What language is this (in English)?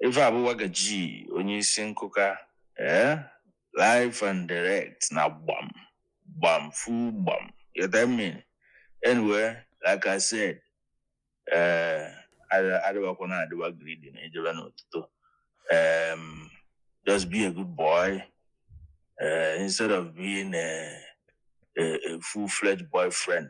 Igbo